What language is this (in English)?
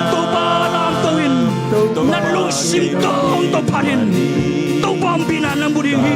Tedim Chin